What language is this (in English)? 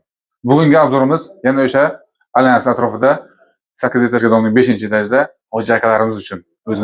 Uzbek